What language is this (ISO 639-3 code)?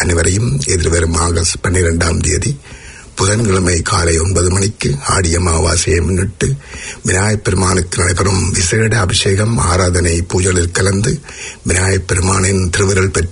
tam